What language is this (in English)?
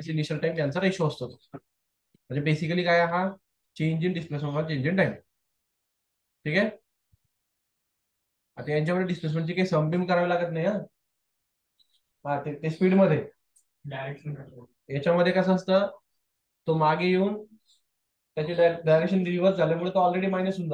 Marathi